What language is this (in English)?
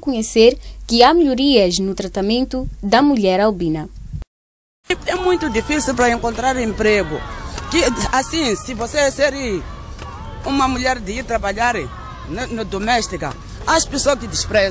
Portuguese